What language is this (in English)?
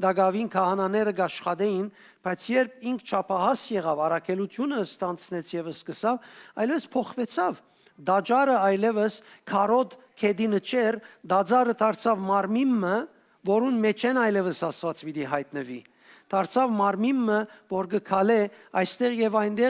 Western Armenian